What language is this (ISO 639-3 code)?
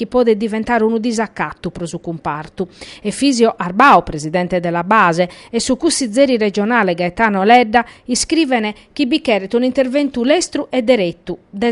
srd